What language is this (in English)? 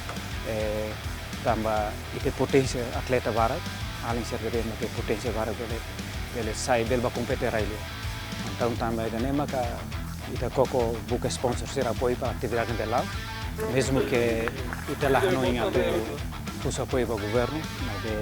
Tetum